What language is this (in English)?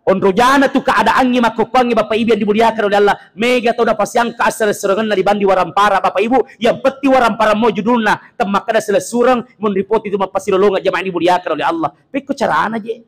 Buginese